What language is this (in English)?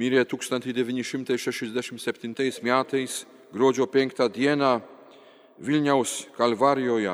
Lithuanian